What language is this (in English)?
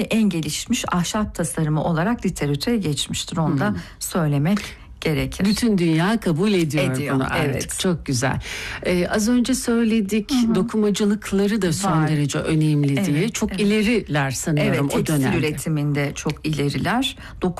Turkish